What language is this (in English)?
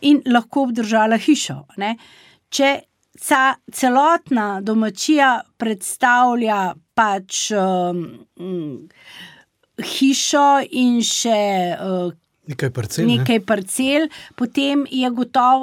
Slovenian